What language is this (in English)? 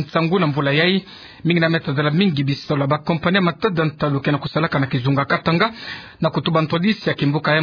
Kituba (Democratic Republic of Congo)